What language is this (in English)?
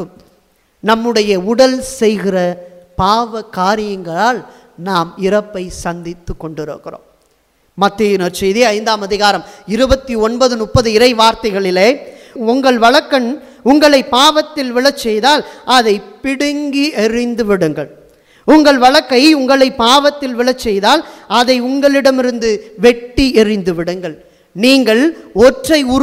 Tamil